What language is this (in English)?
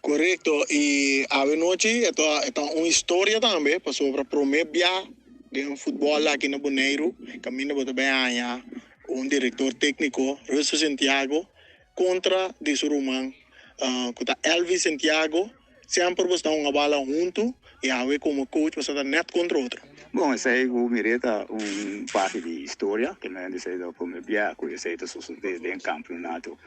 Papiamento